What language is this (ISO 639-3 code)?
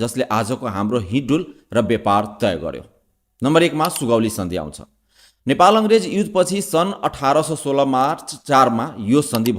nep